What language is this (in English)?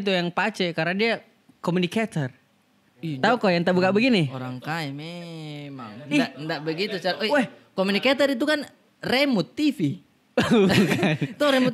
Makassar Malay